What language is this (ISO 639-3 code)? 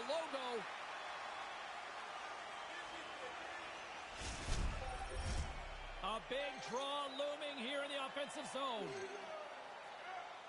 eng